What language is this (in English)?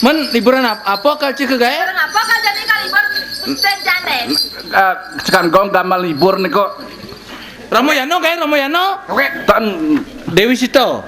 Balinese